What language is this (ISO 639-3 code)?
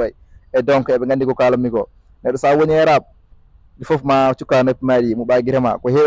ful